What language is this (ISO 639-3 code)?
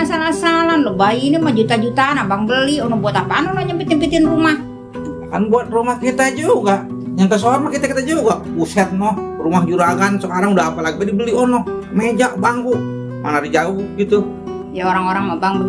bew